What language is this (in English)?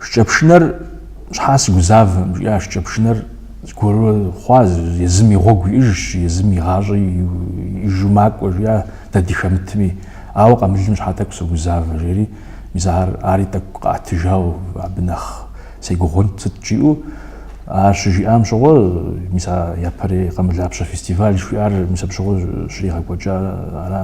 Kabardian